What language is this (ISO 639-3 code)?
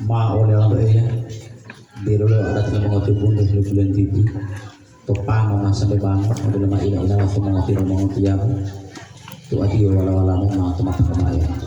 gor